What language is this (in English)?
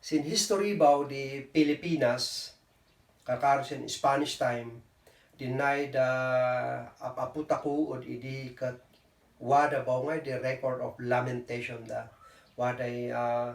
Kankanaey